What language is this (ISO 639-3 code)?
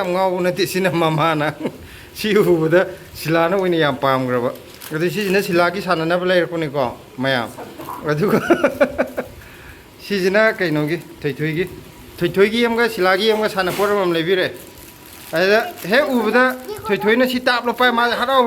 mni